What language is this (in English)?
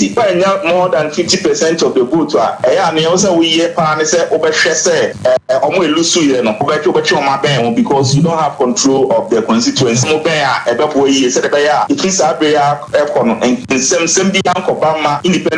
Akan